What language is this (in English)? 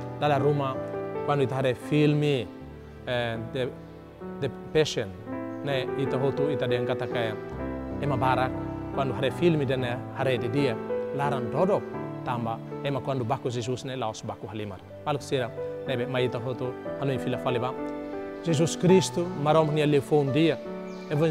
Tetum